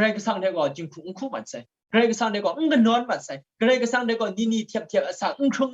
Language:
Kachin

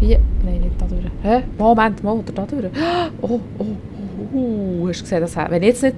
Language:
Swiss German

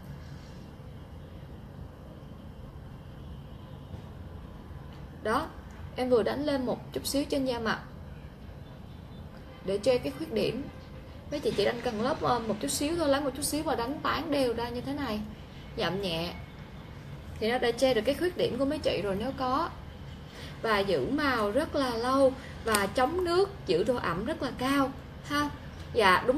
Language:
Vietnamese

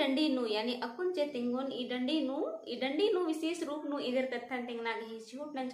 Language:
Kurukh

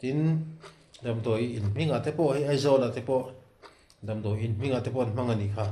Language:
Mizo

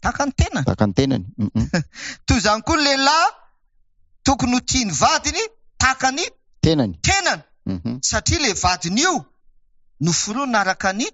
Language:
Malagasy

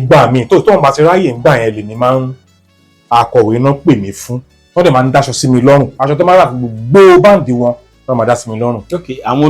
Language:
Yoruba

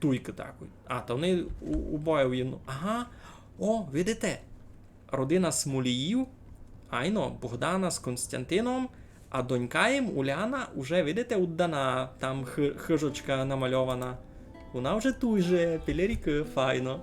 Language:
Rusyn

